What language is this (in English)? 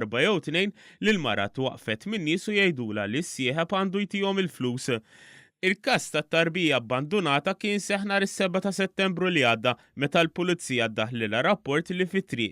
Maltese